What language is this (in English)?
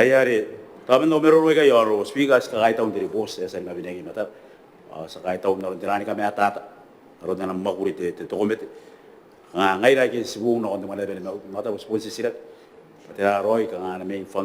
Gilbertese